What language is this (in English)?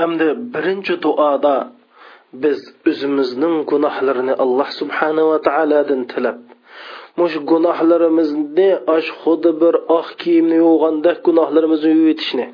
Uyghur